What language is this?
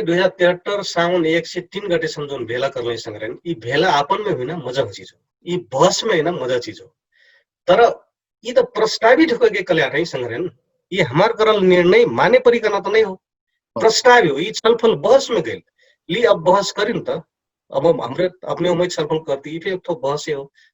Dangaura Tharu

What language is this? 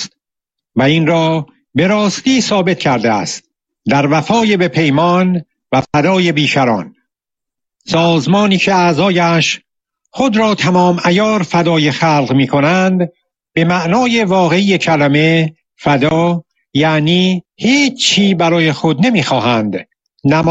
Persian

